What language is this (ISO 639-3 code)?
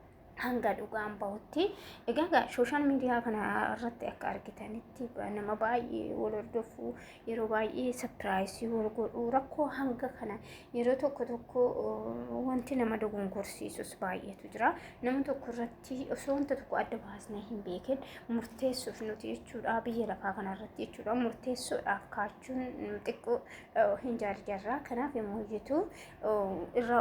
orm